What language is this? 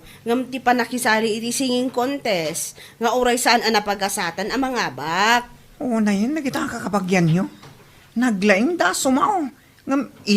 Iloko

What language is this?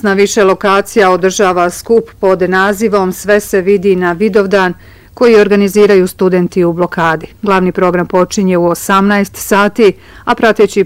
Bosnian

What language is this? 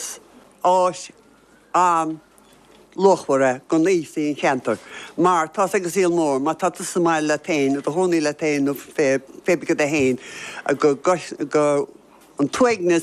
Irish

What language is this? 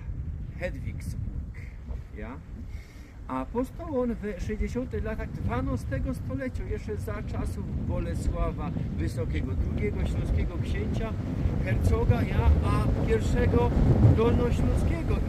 Silesian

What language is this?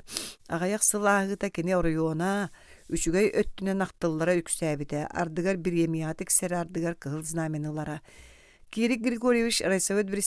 Yakut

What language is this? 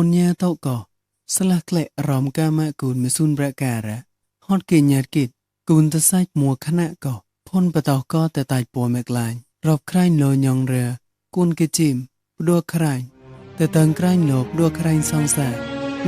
Mon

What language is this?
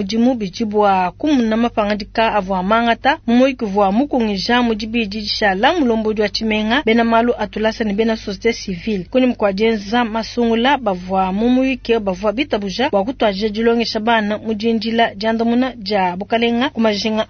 Luba-Lulua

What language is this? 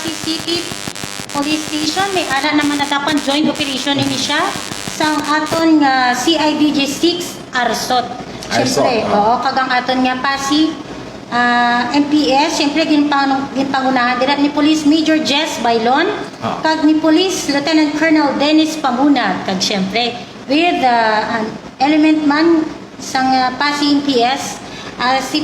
Hiligaynon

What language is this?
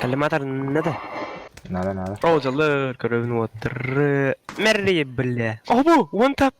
Yakut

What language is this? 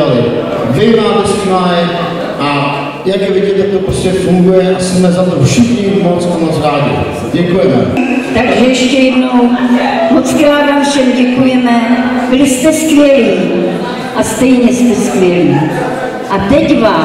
Czech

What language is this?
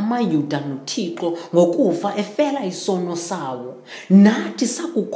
Xhosa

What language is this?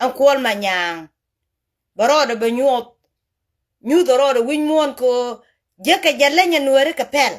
Nuer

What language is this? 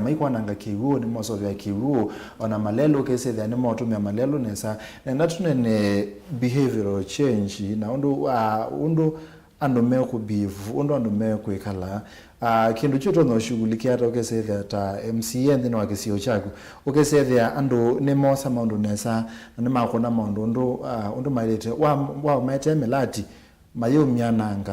Kamba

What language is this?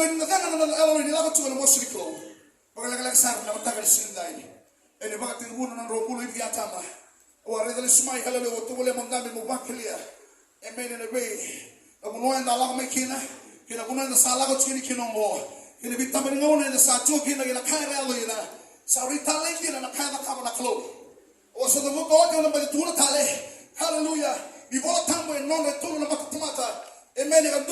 Fijian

